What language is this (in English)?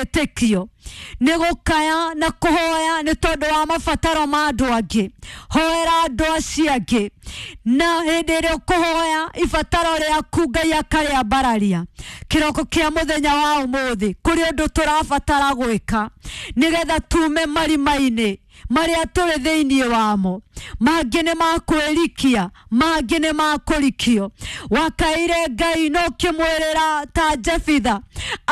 Kikuyu